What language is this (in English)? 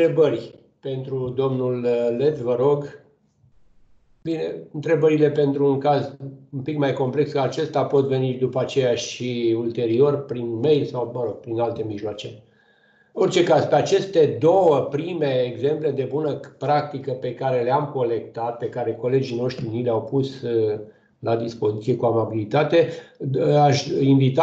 Romanian